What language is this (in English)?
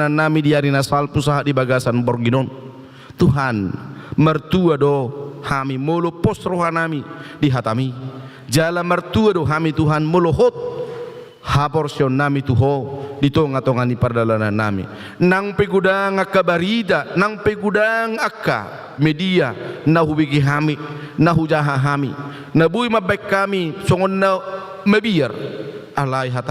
Batak Toba